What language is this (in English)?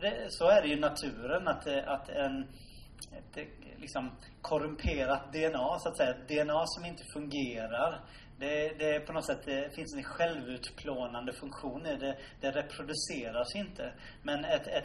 Swedish